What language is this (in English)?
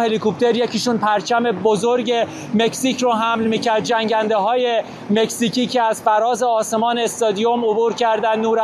Persian